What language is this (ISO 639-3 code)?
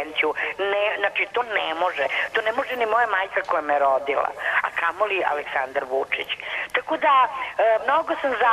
srp